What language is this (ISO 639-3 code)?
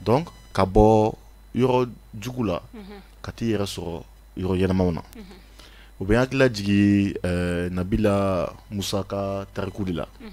bam